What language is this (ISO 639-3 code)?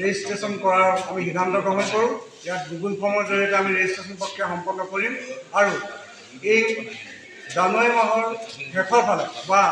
asm